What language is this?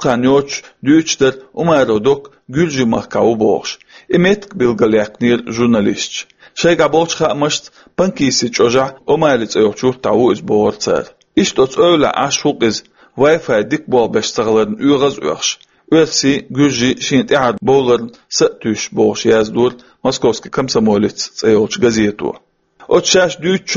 Chechen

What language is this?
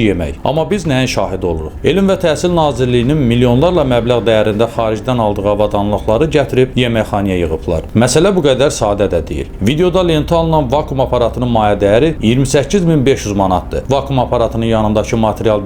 Azerbaijani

